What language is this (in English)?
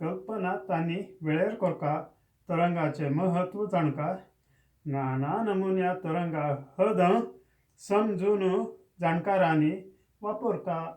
Konkani